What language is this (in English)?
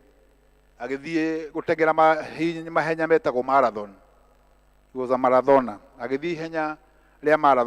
Kikuyu